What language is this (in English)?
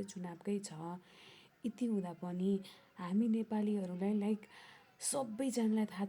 Nepali